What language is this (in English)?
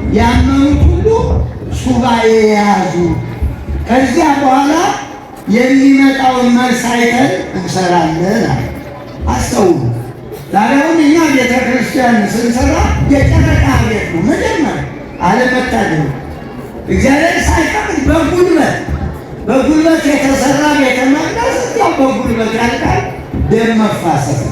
Amharic